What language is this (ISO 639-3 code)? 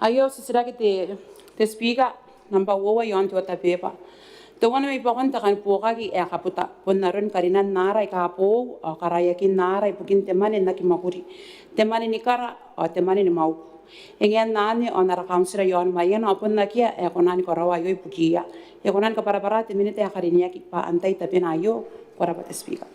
gil